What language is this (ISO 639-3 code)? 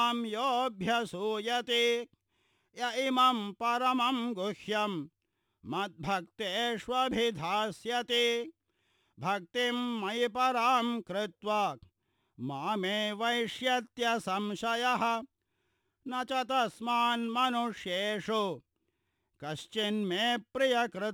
san